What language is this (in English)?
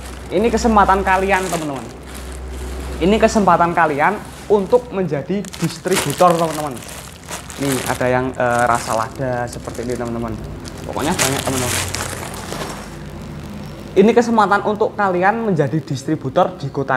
Indonesian